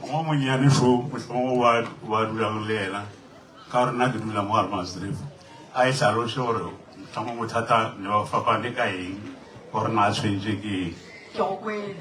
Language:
Northern Sotho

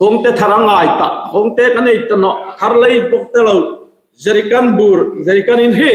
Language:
Hmar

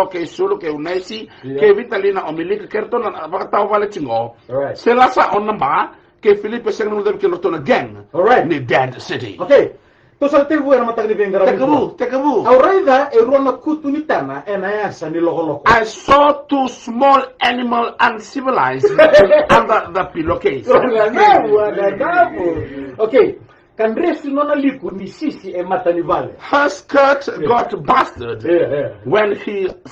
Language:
Fijian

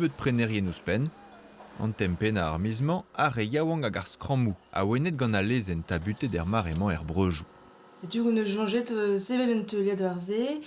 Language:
Breton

